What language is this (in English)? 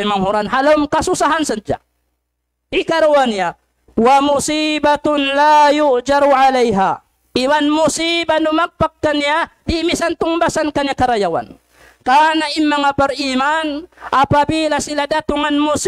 Tausug